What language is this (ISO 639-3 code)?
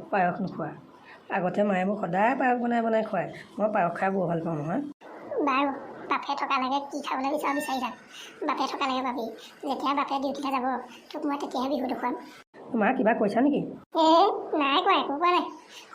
asm